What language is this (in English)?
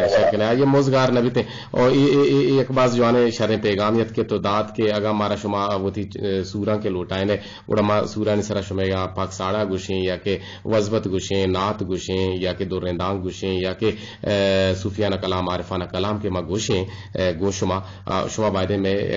Eastern Balochi